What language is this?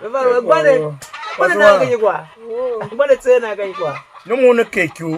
Tiv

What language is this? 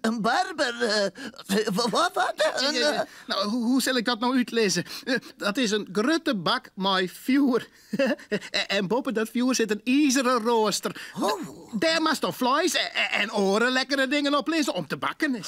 Western Frisian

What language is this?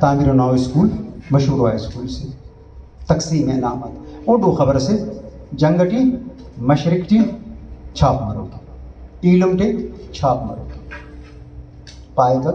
Brahui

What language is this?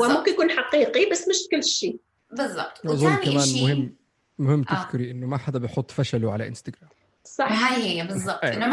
North Levantine Arabic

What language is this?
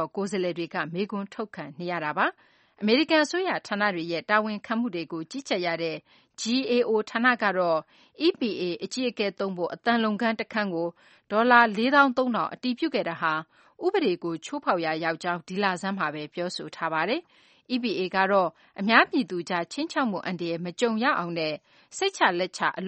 Burmese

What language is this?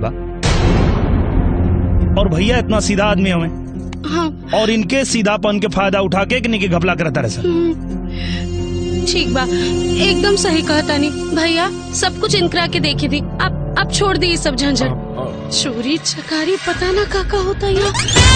Bhojpuri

